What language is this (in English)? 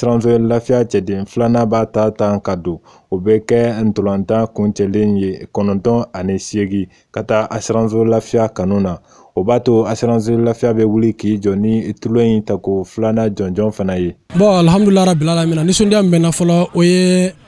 Bambara